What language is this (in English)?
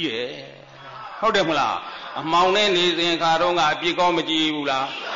Burmese